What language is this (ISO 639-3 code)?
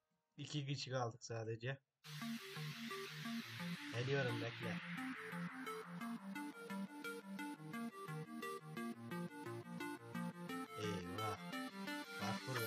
tur